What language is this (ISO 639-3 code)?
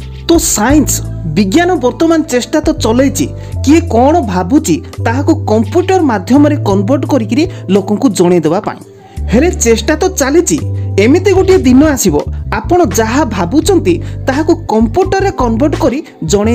ori